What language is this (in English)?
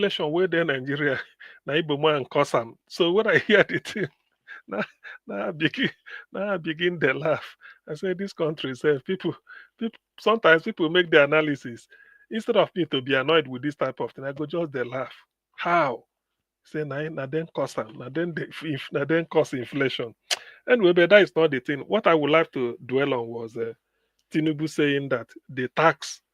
Nigerian Pidgin